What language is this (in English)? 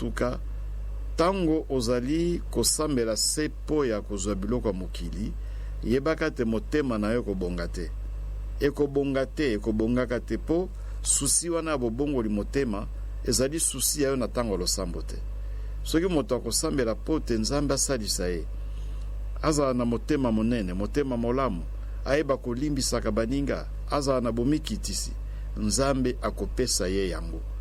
Lingala